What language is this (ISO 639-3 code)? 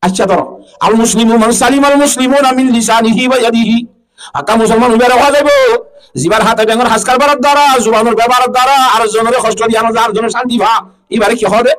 rhg